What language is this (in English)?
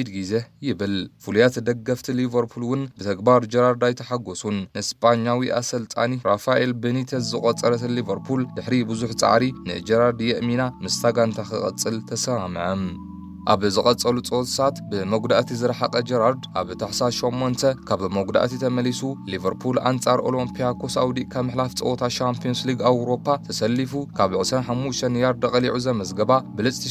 Tigrinya